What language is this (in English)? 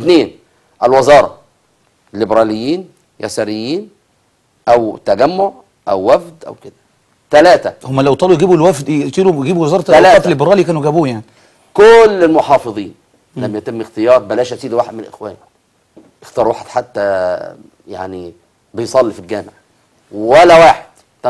Egyptian Arabic